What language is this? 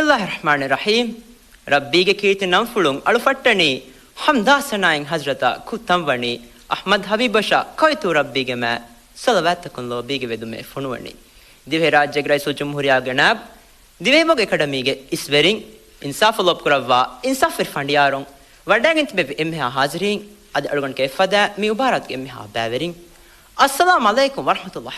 Divehi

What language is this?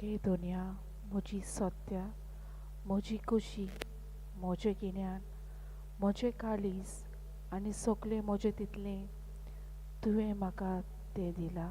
Konkani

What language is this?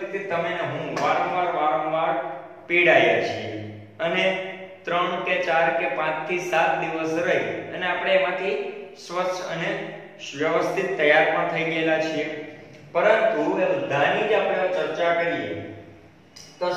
Gujarati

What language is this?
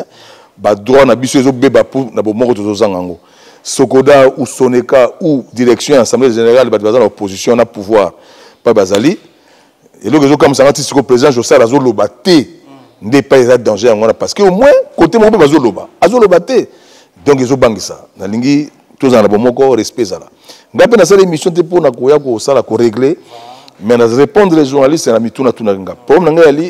Lingala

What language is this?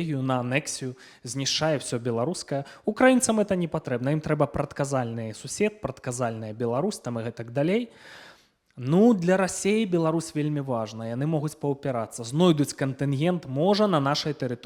Belarusian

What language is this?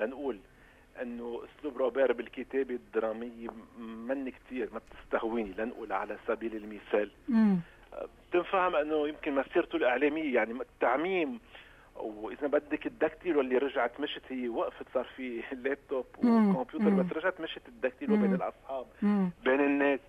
North Levantine Arabic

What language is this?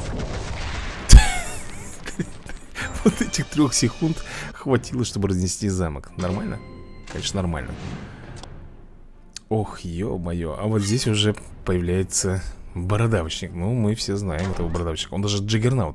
Russian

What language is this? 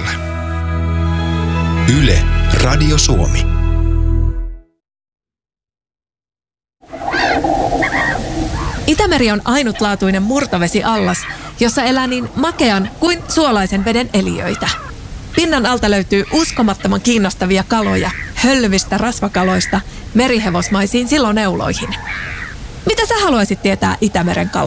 Finnish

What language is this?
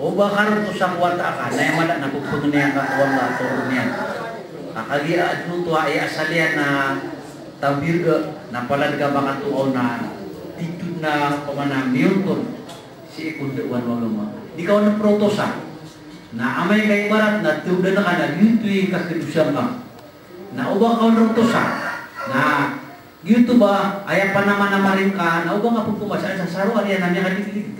Maranao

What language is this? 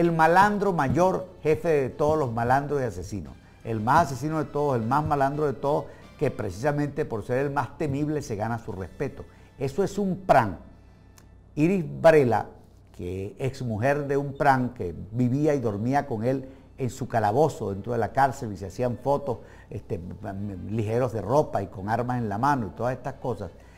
Spanish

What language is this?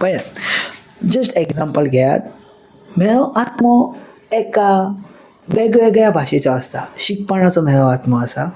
Konkani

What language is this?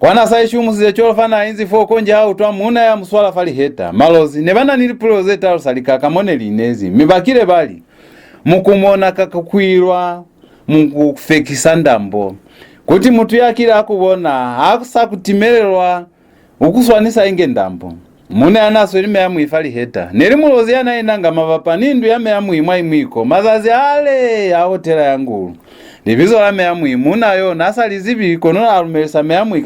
Lozi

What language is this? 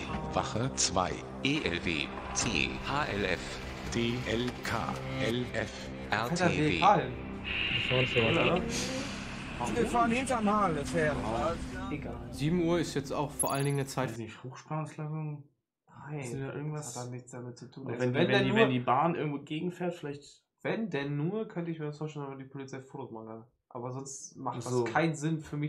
German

